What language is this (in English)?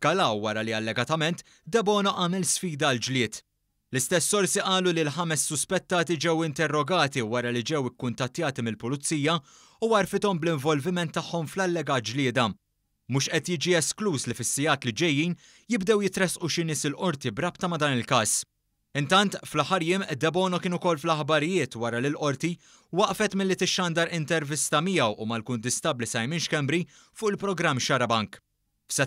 Maltese